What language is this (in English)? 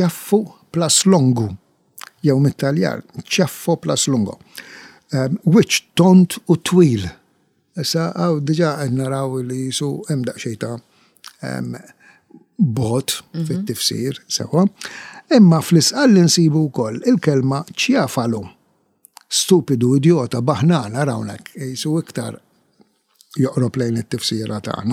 Maltese